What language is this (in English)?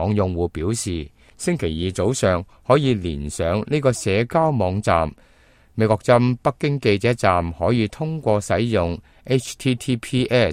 Cantonese